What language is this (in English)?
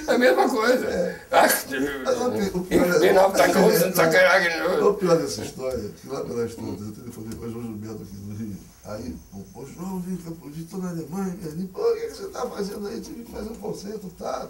Portuguese